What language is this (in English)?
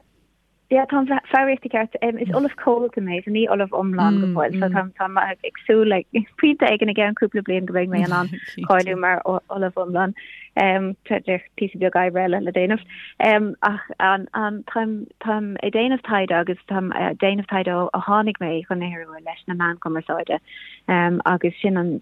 Irish